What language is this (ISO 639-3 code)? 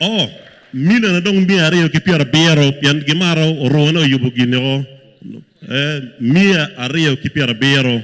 ach